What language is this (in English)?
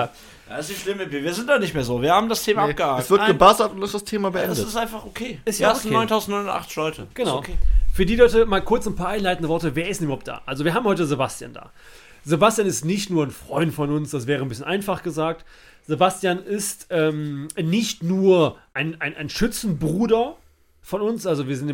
German